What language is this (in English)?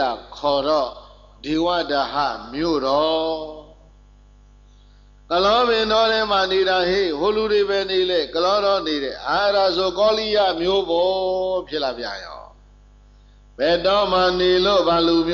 Burmese